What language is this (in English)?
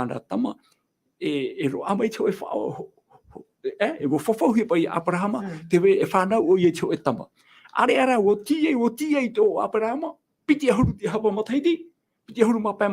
Tahitian